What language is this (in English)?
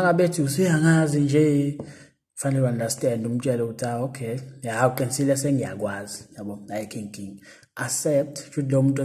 Zulu